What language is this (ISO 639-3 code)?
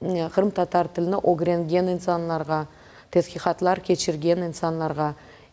crh